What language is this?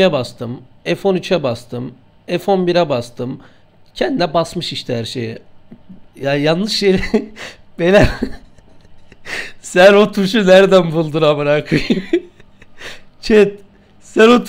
Turkish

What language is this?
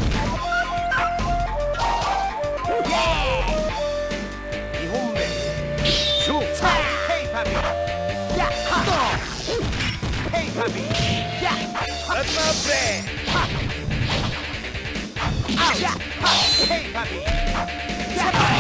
Japanese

